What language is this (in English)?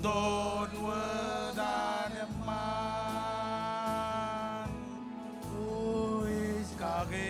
Marshallese